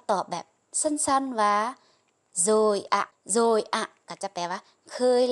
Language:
Lao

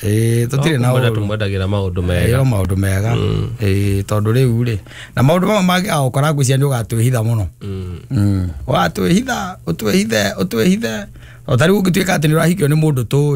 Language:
Kikuyu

